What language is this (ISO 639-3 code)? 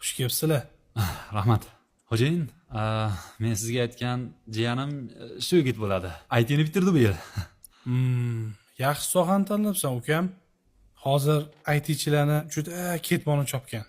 uzb